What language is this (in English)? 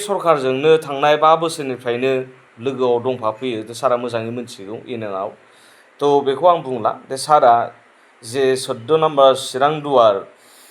Bodo